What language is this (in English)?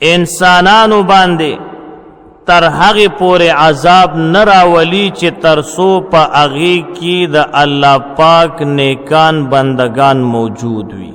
Pashto